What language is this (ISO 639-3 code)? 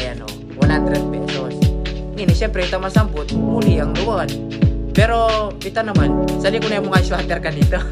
pam